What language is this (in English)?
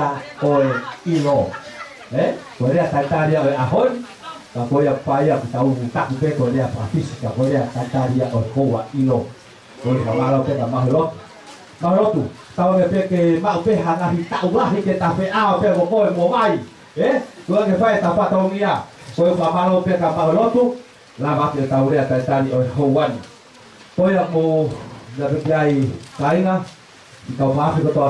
Tongan